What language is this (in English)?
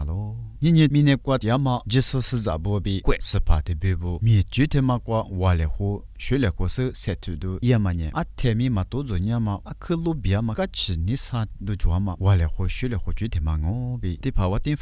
Lisu